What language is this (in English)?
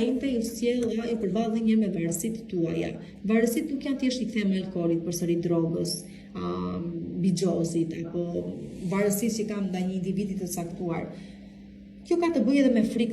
Albanian